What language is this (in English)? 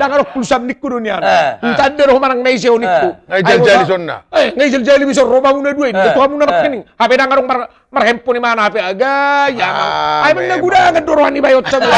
Batak Toba